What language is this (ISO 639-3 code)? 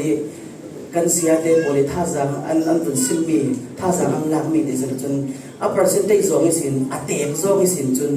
cfm